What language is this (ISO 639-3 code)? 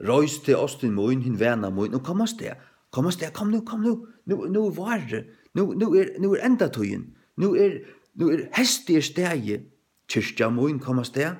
fao